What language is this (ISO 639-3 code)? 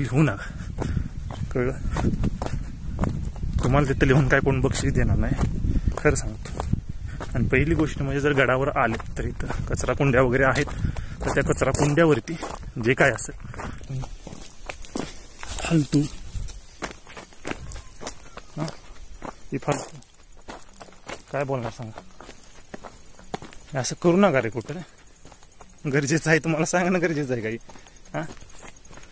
mar